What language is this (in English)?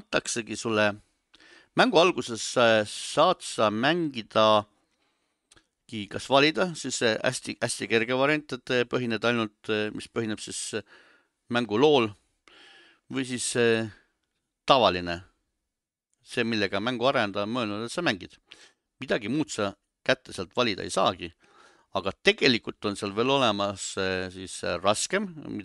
Estonian